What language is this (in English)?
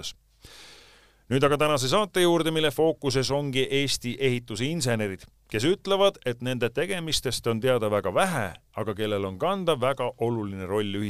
Estonian